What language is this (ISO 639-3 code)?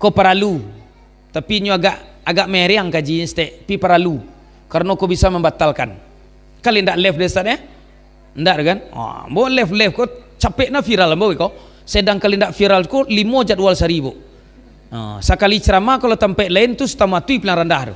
min